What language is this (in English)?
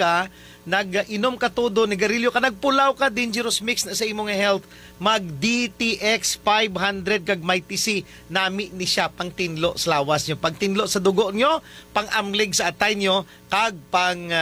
Hiligaynon